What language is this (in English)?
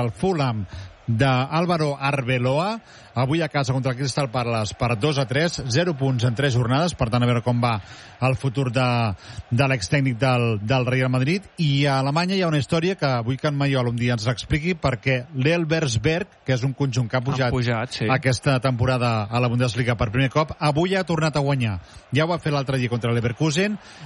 Catalan